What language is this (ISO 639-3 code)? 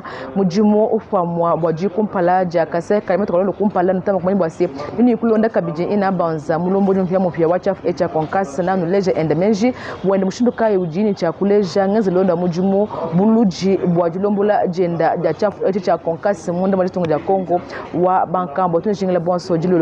lua